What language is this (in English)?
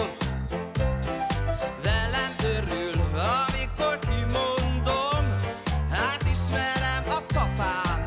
Hungarian